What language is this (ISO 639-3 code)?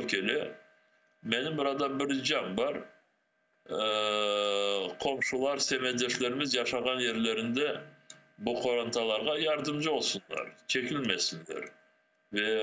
crh